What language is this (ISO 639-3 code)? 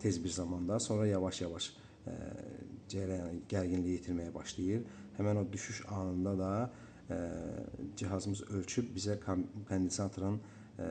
aze